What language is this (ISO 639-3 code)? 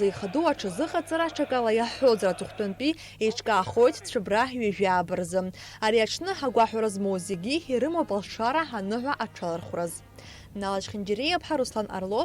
abk